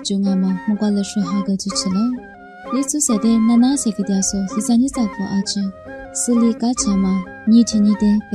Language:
Lisu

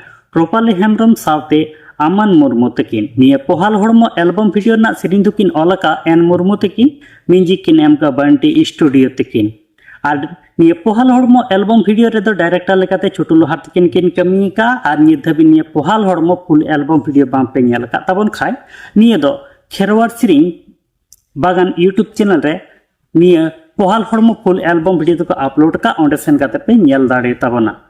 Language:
Santali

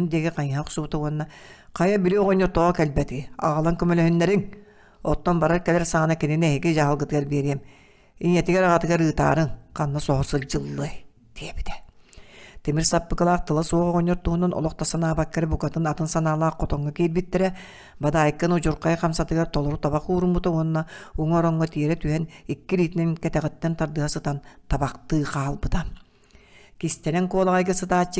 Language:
Yakut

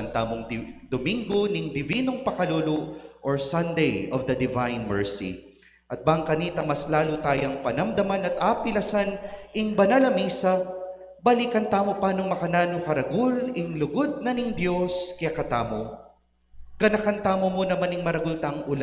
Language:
Pampanga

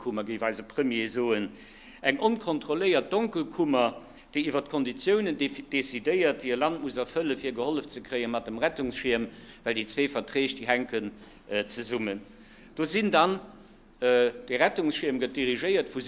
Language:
Luxembourgish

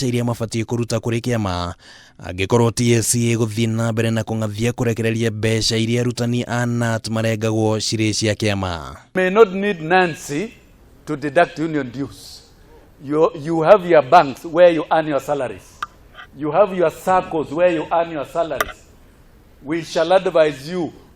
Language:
Kikuyu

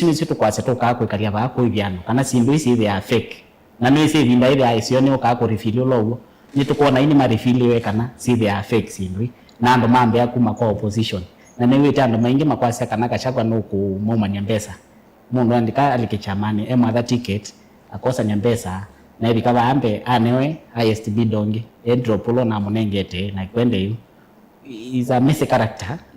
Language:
Kamba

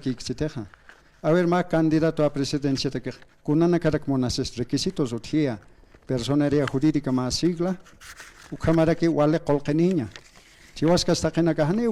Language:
Aymara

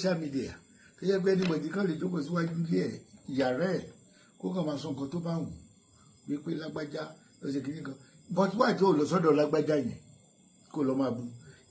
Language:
Yoruba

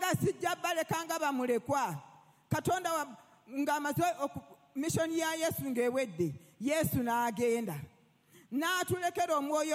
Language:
Ganda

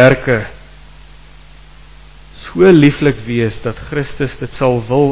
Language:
Afrikaans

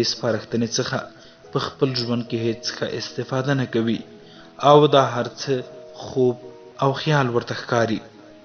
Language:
Pashto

